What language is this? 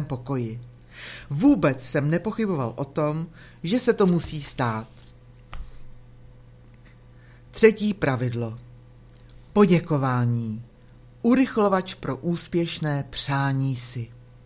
Czech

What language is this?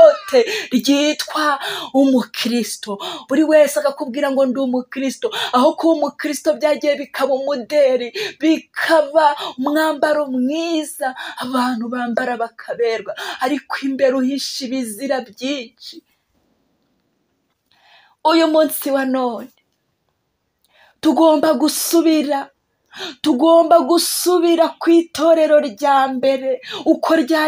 Kinyarwanda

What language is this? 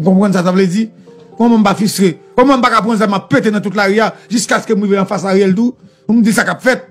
Haitian Creole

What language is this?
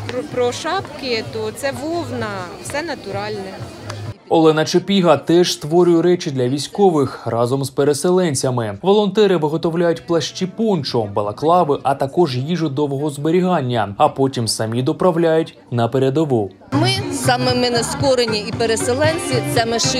Ukrainian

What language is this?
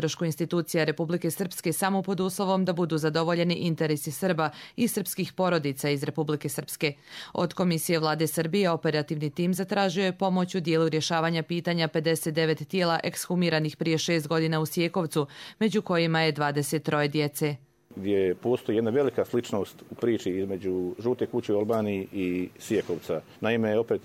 Croatian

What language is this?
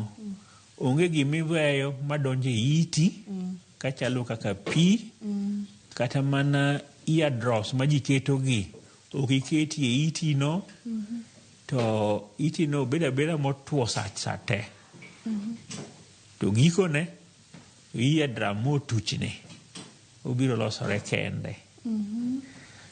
Luo (Kenya and Tanzania)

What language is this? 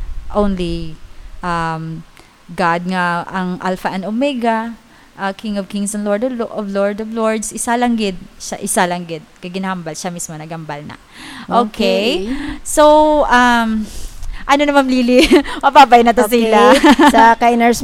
Hiligaynon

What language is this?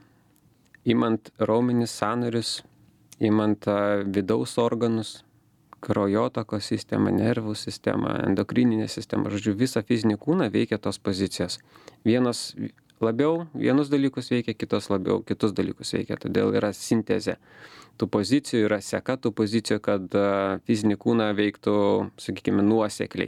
Lithuanian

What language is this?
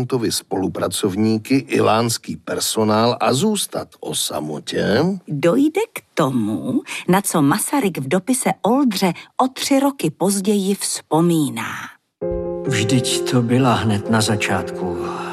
Czech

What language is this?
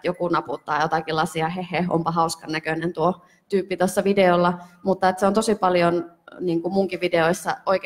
Finnish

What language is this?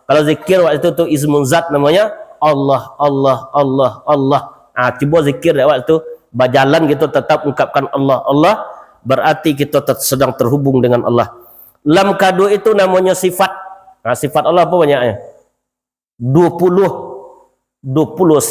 Minangkabau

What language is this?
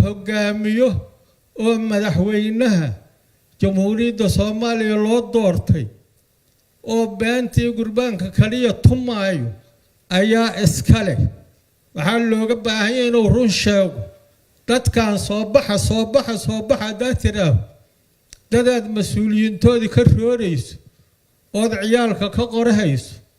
Somali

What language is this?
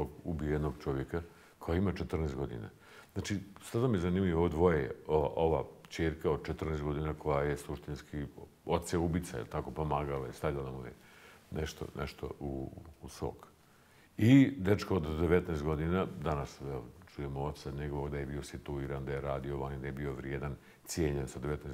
Bosnian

